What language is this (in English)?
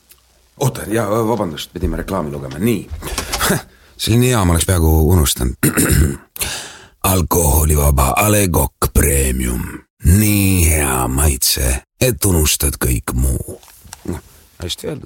Estonian